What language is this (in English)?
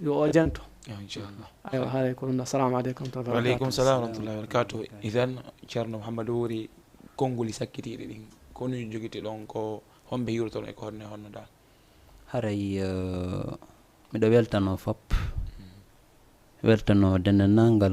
Fula